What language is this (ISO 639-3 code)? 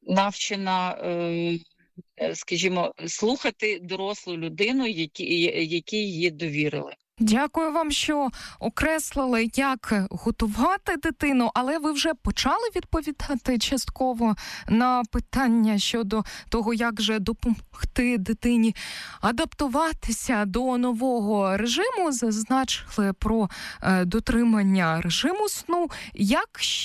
ukr